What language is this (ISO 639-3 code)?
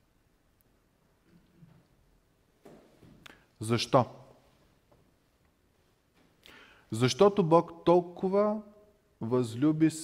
bul